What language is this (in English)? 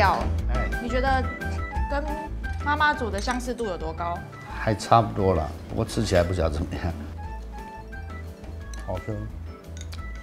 Chinese